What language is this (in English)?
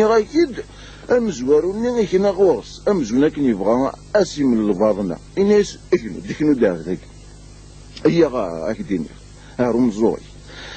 Kabyle